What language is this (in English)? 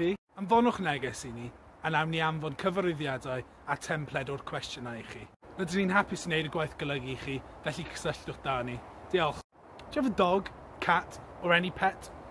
Welsh